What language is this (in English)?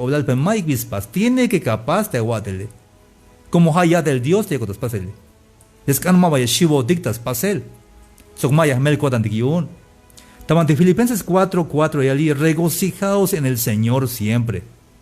Tzeltal